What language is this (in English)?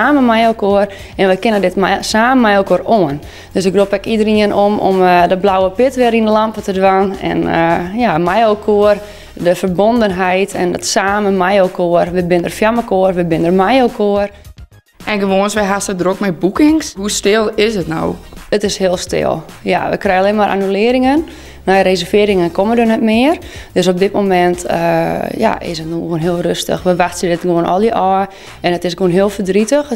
Western Frisian